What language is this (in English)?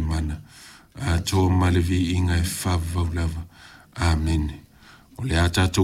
Samoan